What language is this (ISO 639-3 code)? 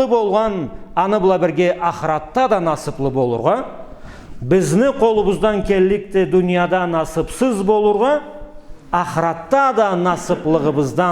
krc